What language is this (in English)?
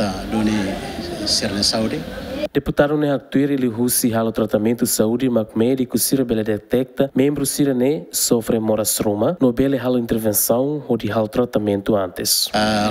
Tetum